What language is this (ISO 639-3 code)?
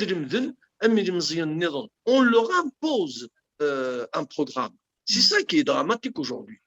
kab